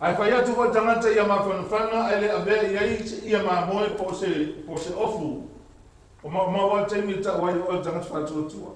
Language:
Samoan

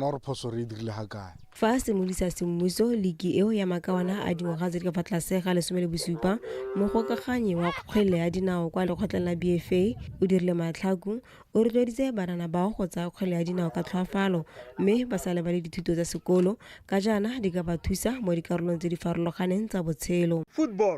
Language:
Tswana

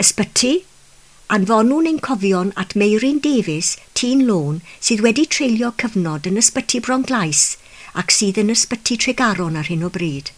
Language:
Welsh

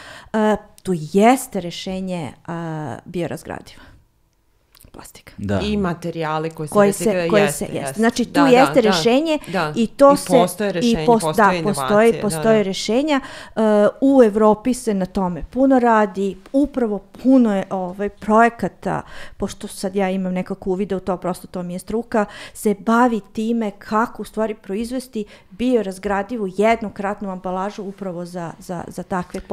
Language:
Serbian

